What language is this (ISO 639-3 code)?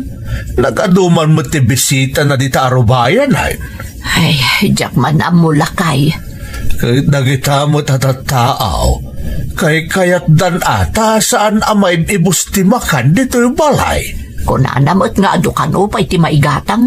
ilo